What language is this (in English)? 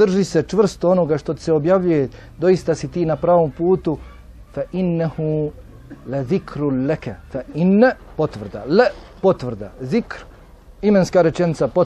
Bosnian